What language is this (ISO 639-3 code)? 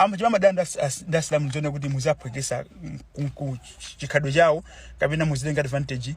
nya